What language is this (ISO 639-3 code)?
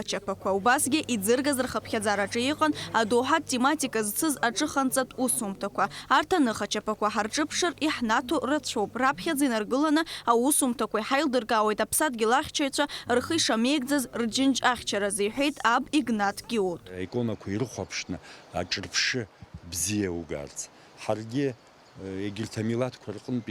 abk